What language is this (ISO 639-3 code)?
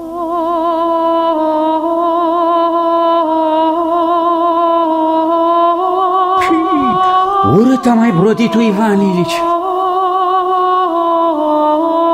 ron